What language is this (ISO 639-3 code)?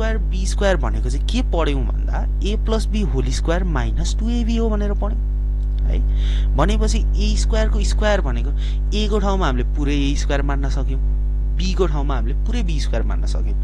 nep